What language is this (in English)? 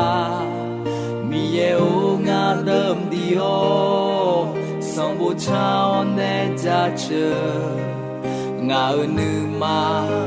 Akha